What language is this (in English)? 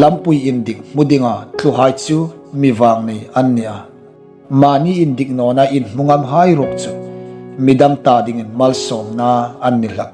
Hmar